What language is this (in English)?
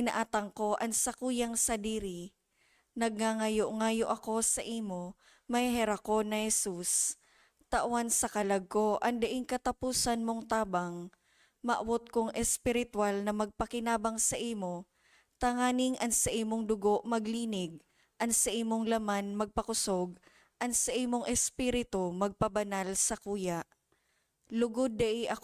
Bikol